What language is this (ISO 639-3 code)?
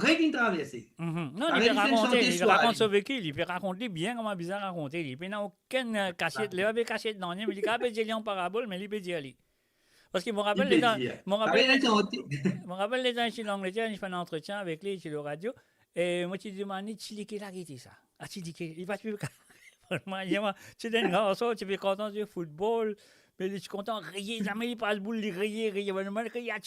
mfe